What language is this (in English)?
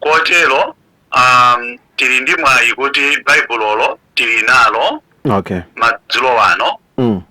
Nyanja